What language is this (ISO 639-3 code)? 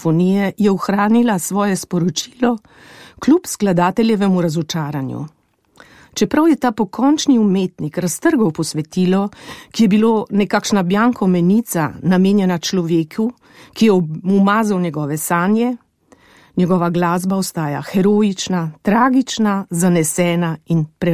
slv